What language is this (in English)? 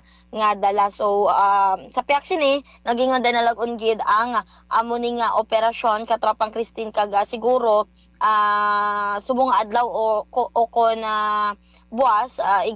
Hiligaynon